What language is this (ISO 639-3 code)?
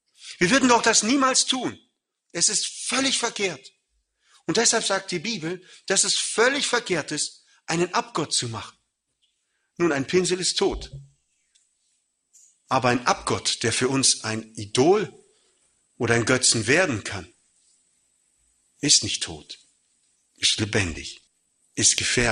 deu